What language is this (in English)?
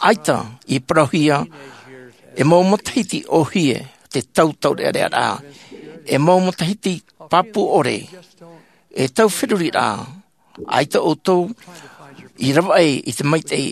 Tahitian